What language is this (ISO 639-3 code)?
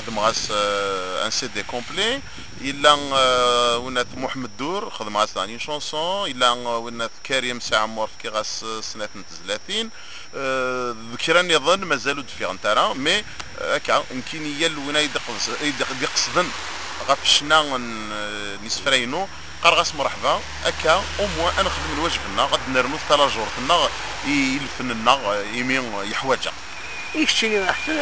kab